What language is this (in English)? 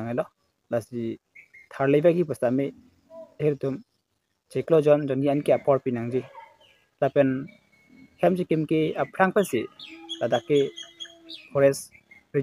Karbi